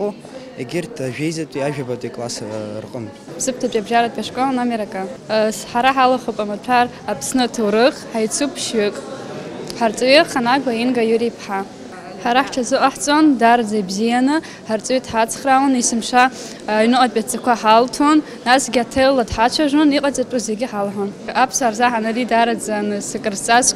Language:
Abkhazian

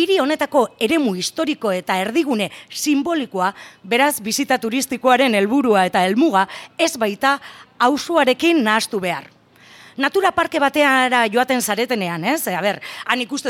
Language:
Basque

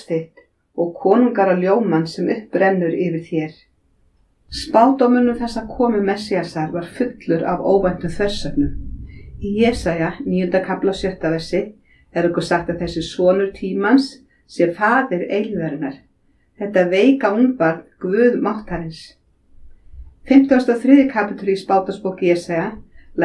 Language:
Icelandic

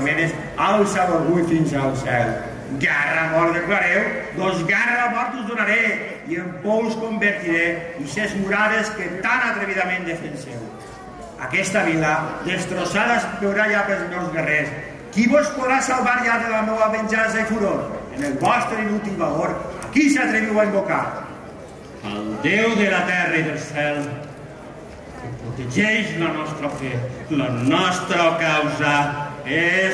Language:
Catalan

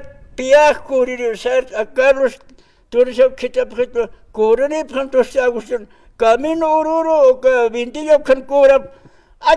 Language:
Aymara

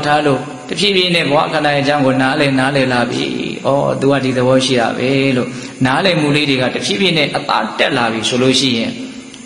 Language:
Burmese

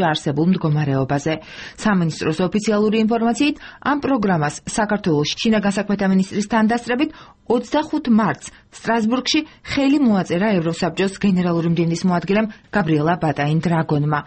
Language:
Georgian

